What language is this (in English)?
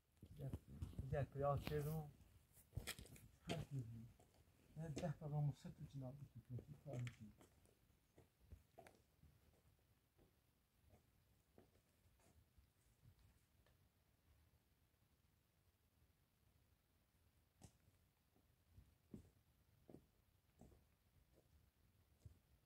Persian